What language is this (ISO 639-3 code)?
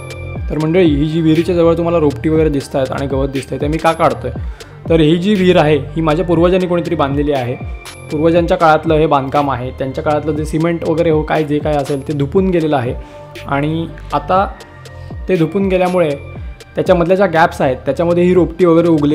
mar